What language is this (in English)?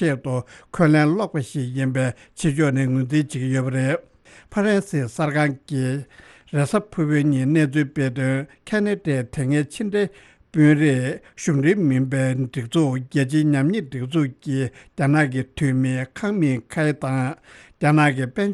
Tibetan